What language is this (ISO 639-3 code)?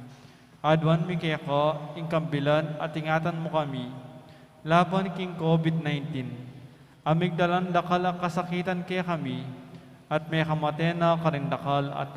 pam